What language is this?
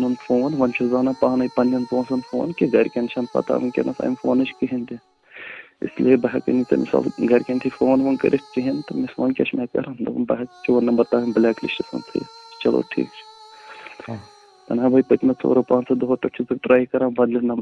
Kashmiri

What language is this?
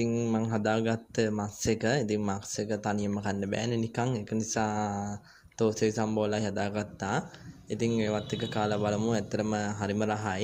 Sinhala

